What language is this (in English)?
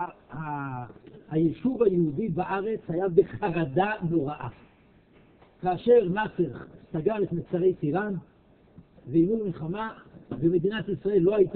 Hebrew